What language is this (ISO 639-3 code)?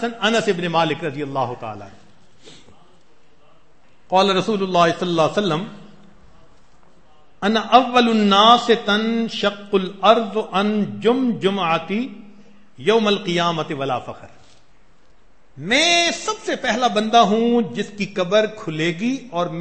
urd